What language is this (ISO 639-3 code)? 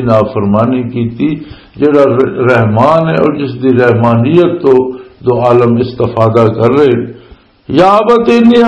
lah